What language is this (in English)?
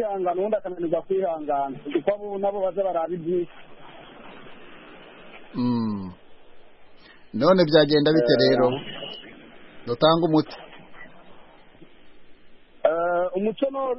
Kinyarwanda